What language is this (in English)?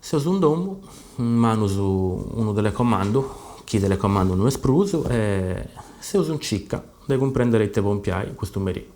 Sardinian